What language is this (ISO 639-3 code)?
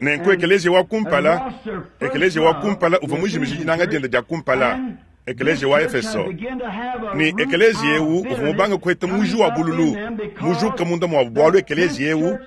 lua